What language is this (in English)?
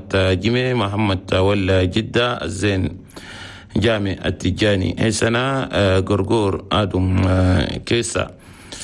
Chadian Arabic